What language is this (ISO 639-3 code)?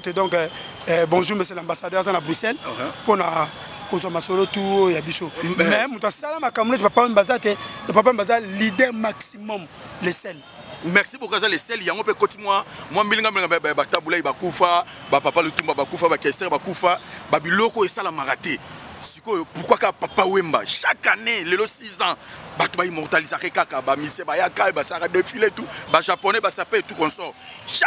lin